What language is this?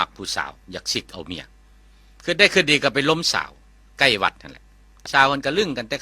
Lao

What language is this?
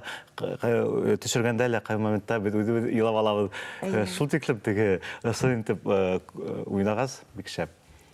Bashkir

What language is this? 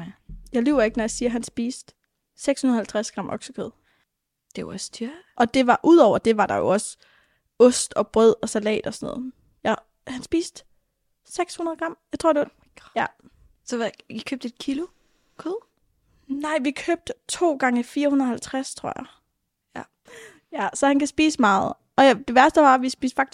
Danish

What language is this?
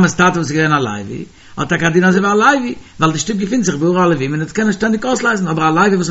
Yiddish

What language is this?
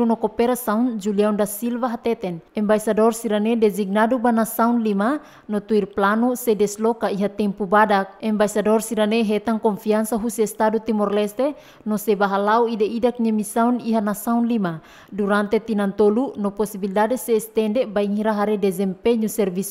Tetum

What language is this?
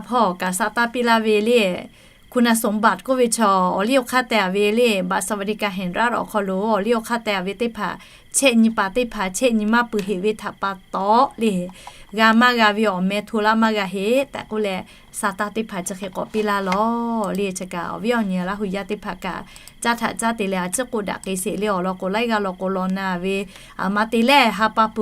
Lahu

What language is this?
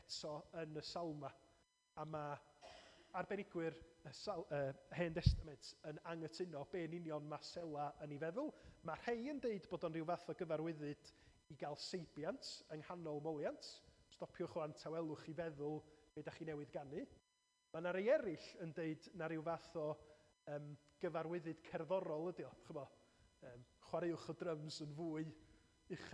Welsh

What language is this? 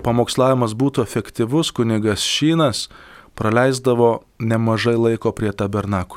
Lithuanian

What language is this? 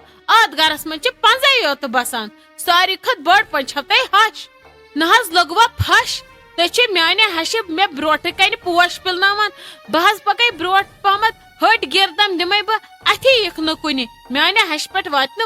Kashmiri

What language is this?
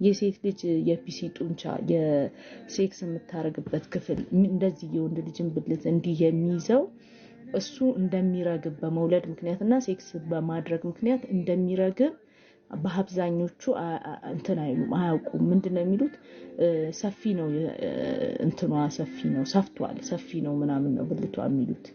Amharic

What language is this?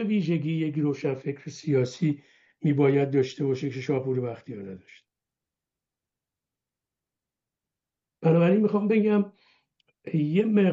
Persian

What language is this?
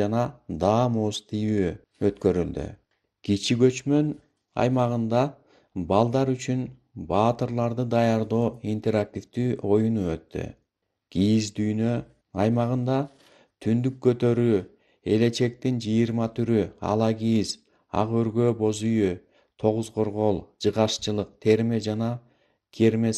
Kyrgyz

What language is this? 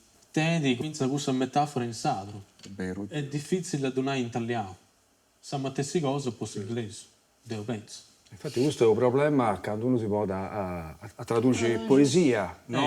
Sardinian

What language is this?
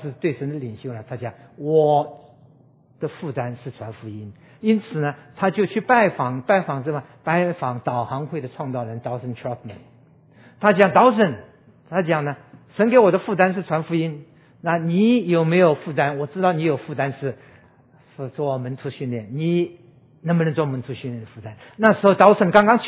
Chinese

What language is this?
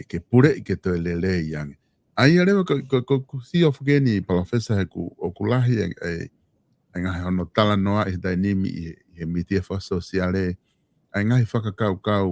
Tongan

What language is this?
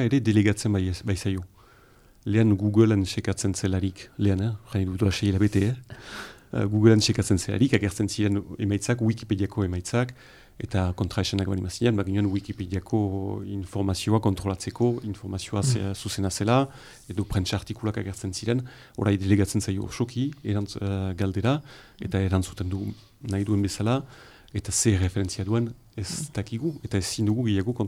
Basque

